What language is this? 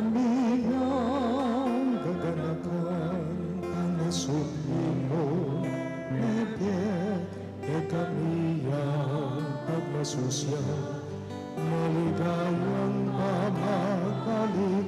Pampanga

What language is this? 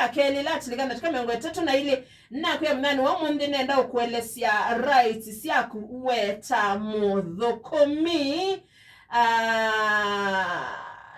Kamba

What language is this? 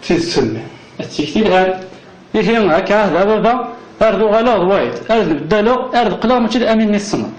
Kabyle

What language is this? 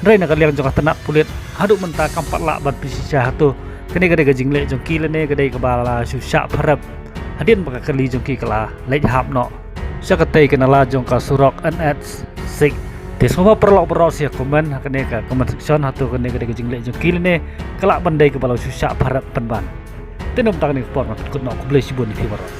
Khasi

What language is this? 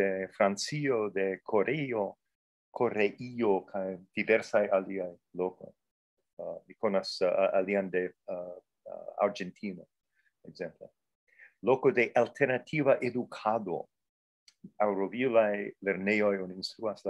Esperanto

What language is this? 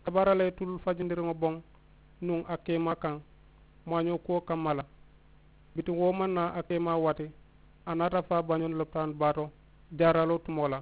Mandingo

